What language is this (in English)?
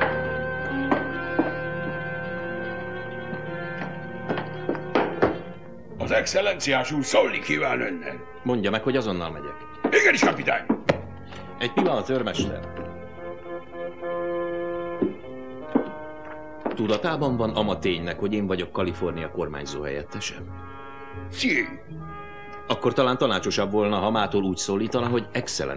Hungarian